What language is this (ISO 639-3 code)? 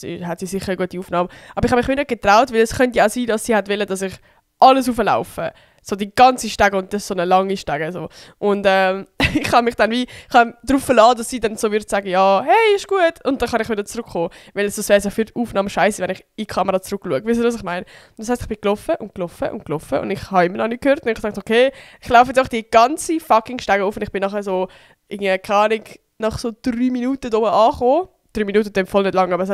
gsw